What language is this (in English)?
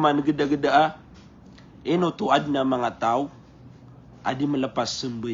Maranao